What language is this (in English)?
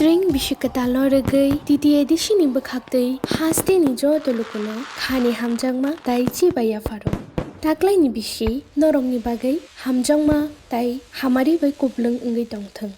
Kok Borok